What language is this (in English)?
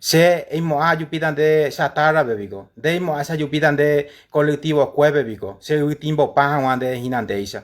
Guarani